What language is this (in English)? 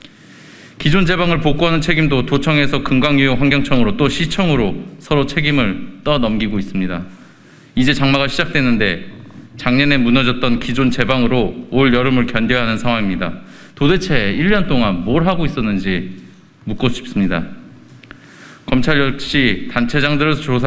Korean